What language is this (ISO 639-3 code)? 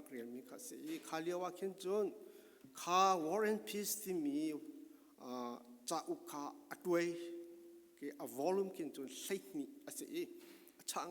cfm